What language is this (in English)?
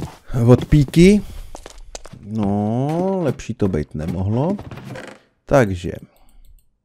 Czech